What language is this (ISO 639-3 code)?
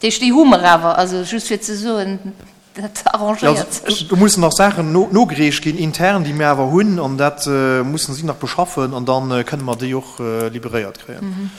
ltz